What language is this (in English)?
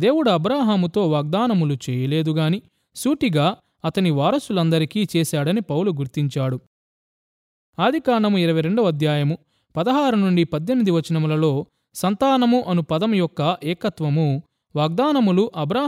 Telugu